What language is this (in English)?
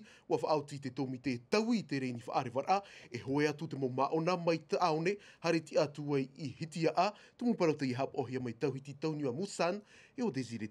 Tahitian